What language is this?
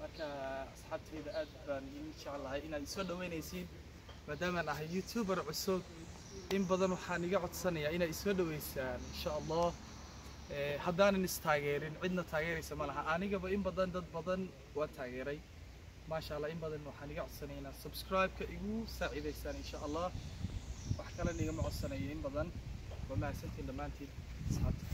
Somali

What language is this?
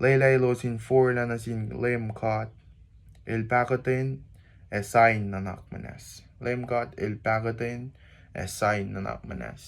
Kosraean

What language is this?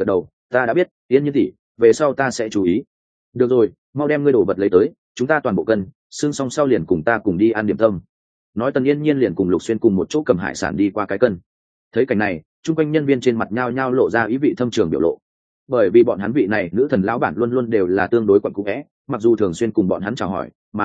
Vietnamese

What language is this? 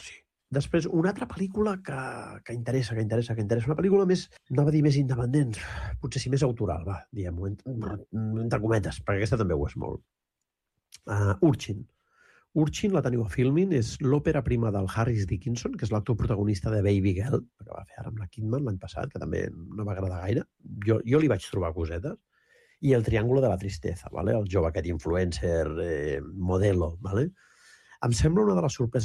Catalan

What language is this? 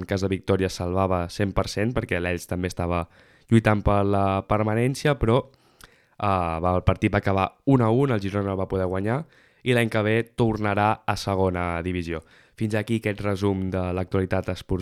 Catalan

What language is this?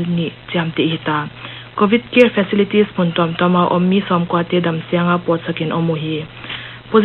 Paite Chin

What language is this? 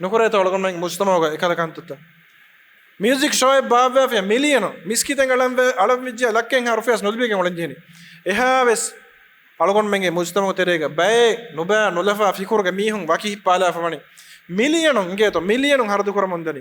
Divehi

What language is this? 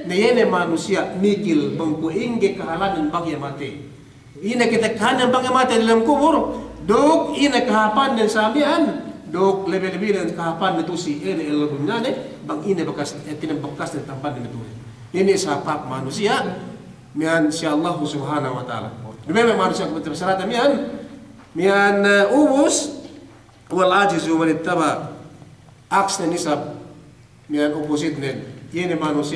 Yakan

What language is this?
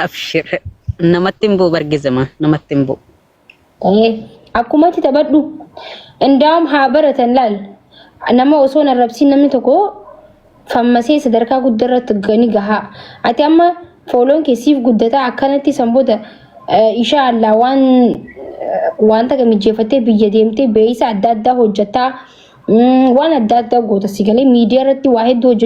Oromo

